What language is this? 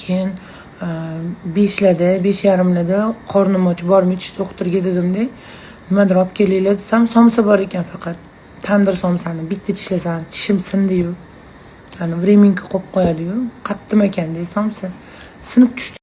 Uzbek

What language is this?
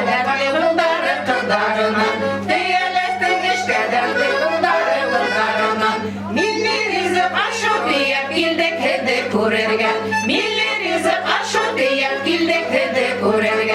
Bashkir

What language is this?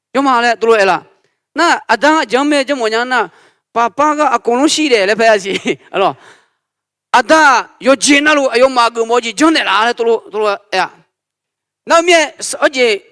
Akha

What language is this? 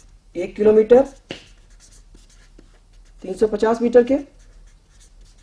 Hindi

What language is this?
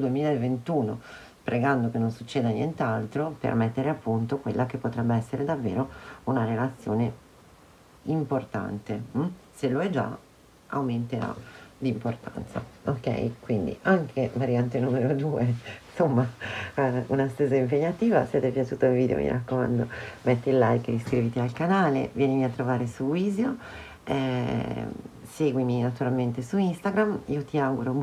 Italian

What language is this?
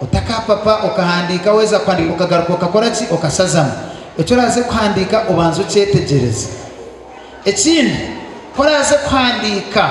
Nyankole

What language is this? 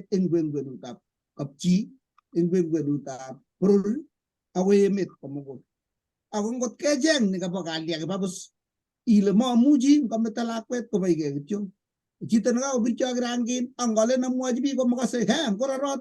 Kalenjin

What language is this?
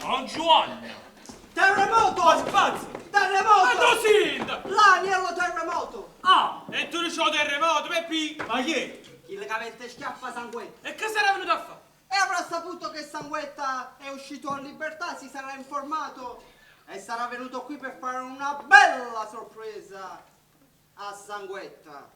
Neapolitan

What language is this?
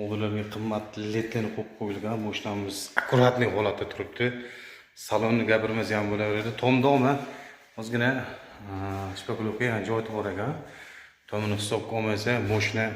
Uzbek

